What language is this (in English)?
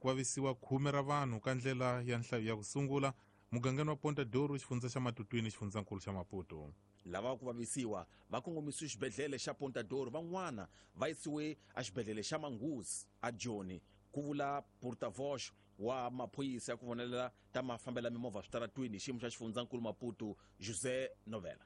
Tsonga